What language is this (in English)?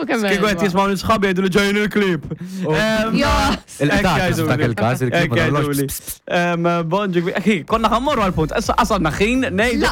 Maltese